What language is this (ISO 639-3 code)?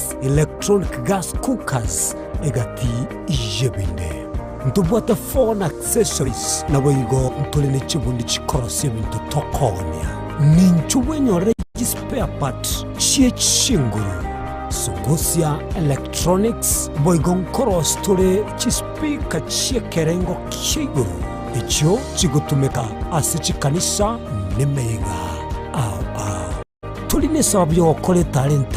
guz